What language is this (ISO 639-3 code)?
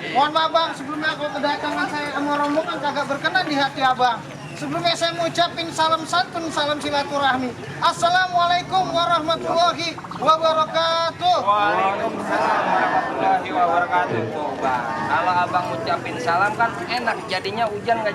bew